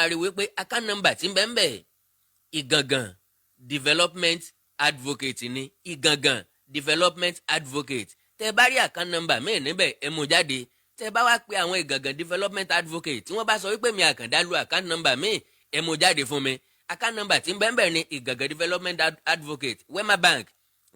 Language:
Yoruba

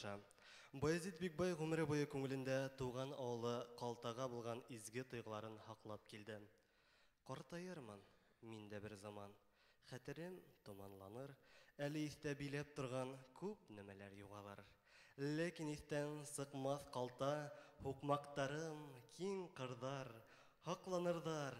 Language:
Bashkir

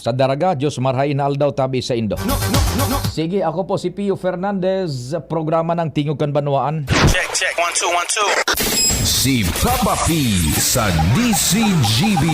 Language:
Bikol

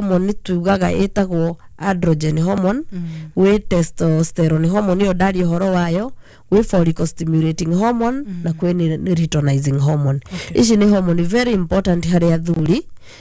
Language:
Kikuyu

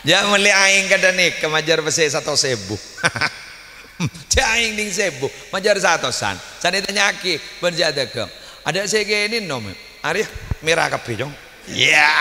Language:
Madurese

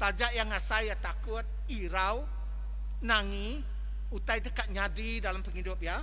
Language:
Iban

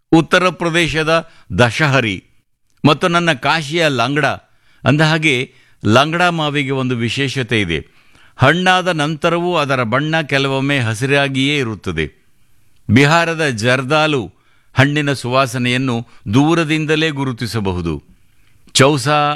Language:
Kannada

